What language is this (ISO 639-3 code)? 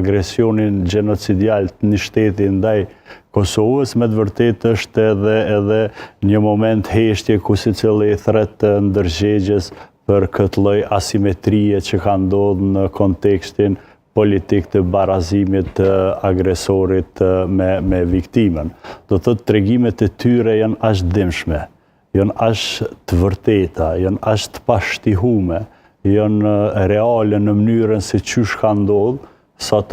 sqi